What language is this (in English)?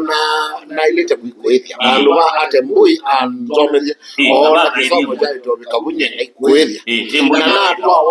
Kamba